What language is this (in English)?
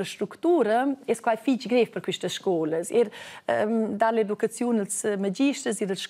Romansh